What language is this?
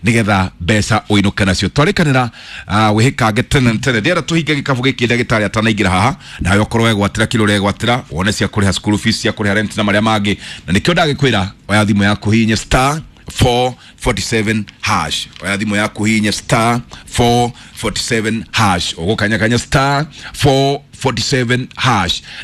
Kikuyu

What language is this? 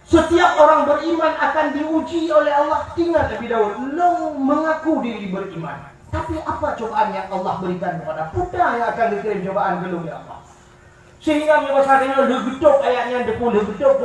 Achinese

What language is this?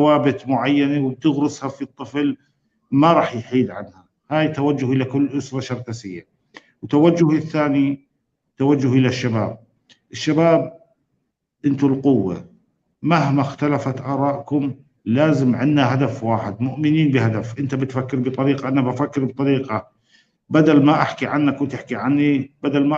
North Levantine Arabic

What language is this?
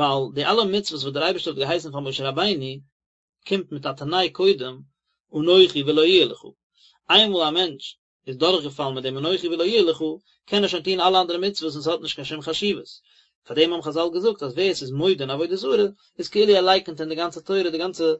Yiddish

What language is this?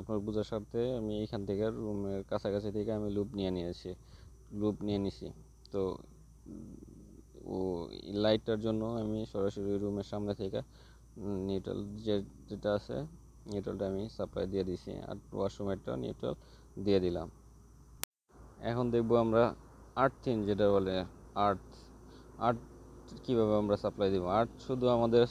Bangla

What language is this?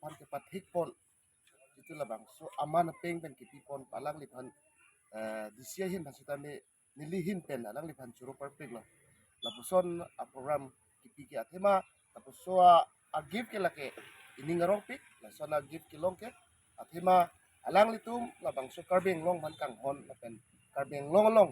Karbi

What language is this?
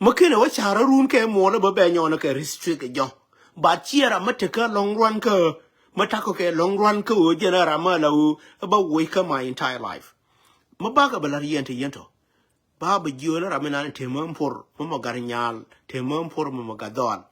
Nuer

